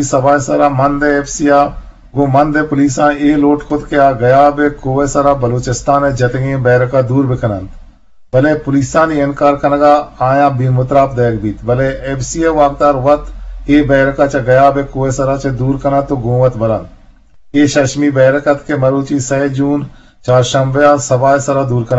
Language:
Eastern Balochi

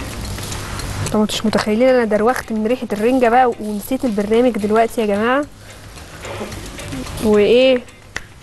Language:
Egyptian Arabic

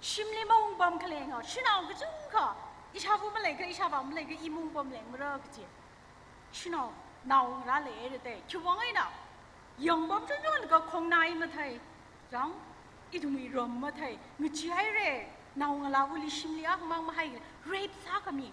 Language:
Tangkhul Naga (India)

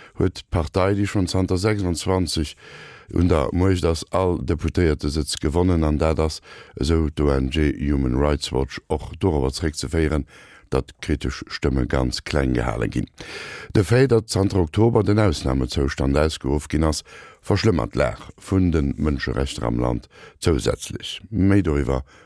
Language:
Luxembourgish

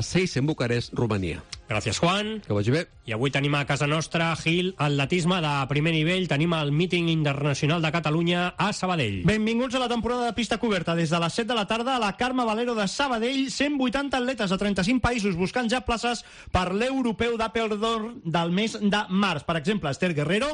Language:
Catalan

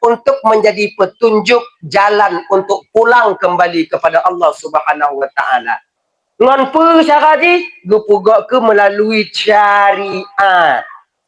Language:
Achinese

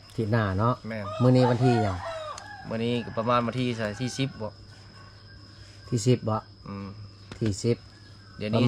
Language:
Lao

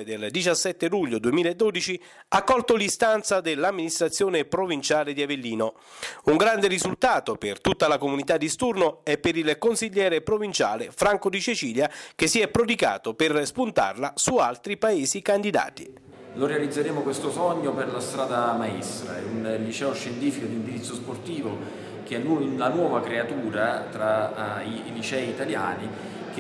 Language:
Italian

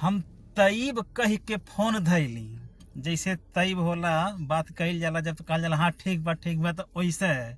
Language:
Bhojpuri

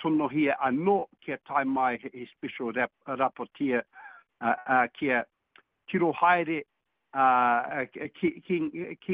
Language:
Māori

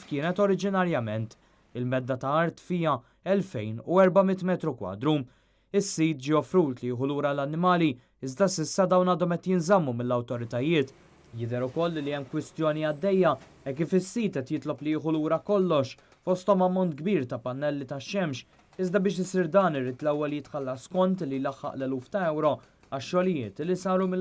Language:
Maltese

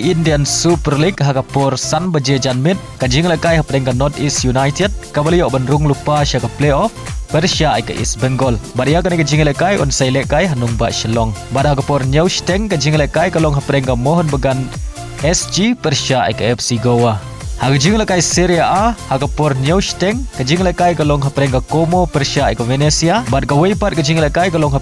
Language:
Khasi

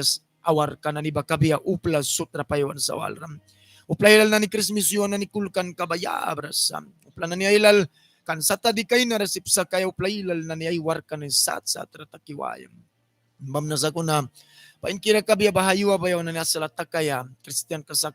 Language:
Mískito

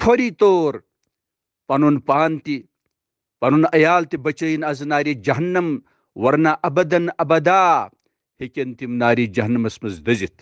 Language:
Kashmiri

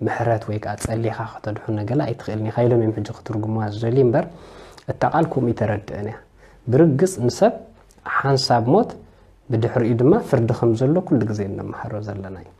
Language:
Tigrinya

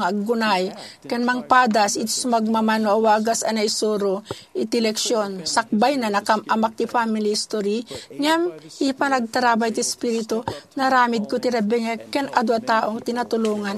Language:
Iloko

